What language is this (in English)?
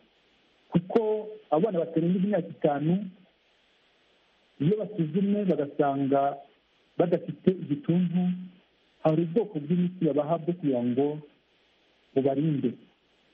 Kinyarwanda